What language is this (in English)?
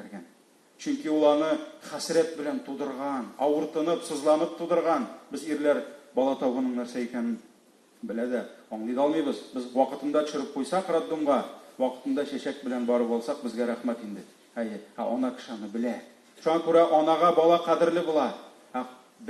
Tatar